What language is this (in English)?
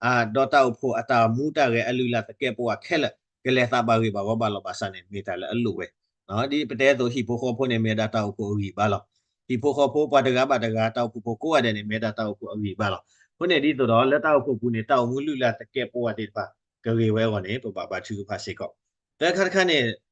S'gaw Karen